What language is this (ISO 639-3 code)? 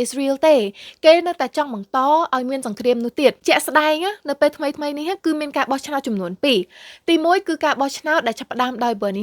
khm